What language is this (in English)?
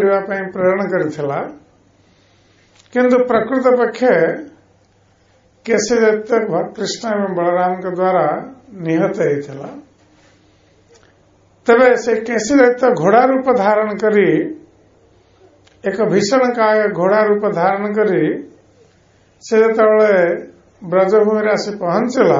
Odia